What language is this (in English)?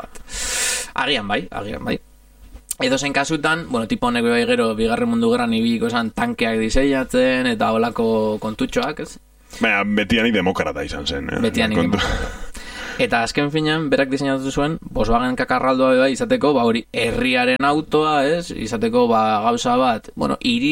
Basque